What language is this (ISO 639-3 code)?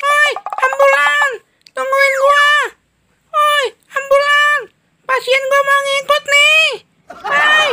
bew